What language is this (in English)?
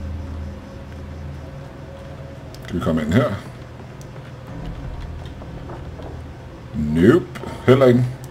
Danish